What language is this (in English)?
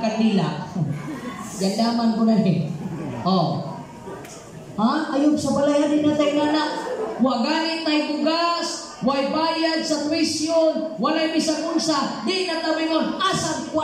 Cebuano